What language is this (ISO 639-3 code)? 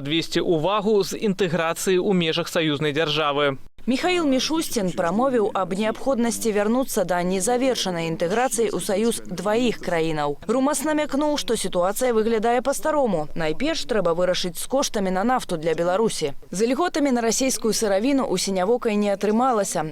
bel